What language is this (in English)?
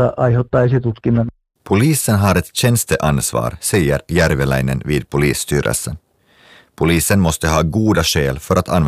Swedish